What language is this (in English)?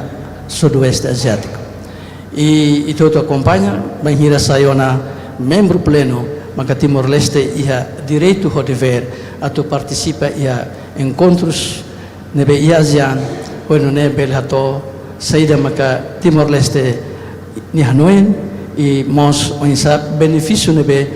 Tetum